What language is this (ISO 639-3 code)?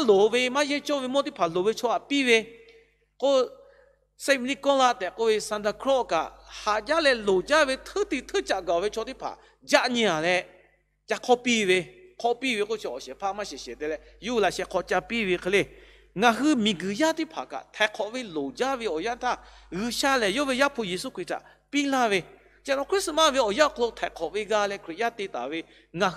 lhu